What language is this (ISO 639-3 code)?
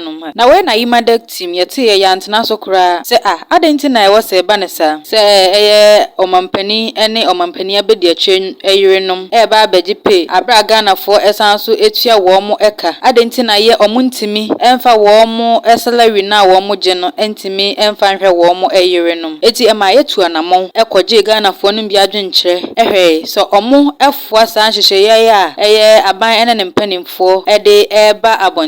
aka